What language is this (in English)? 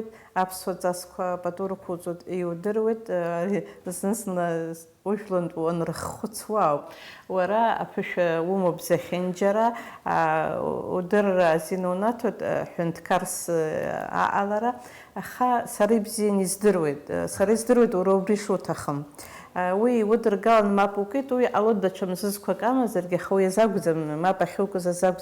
Abkhazian